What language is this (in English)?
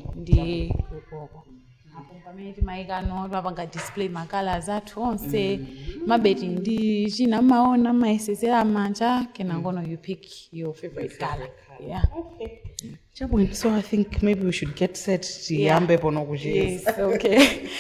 Nyanja